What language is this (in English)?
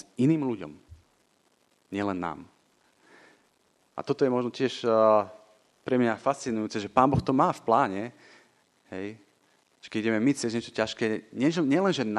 Slovak